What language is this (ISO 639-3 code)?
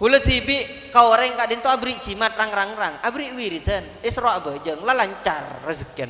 mad